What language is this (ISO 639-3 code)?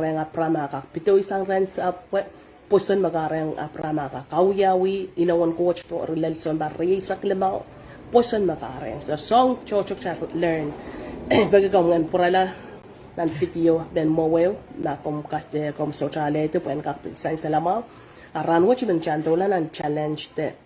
pon